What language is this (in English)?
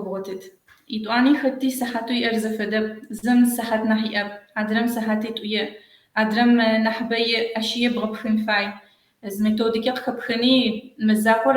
Kabardian